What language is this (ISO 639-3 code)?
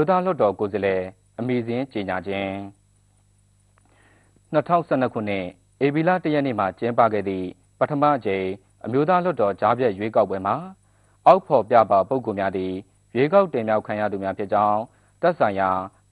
mya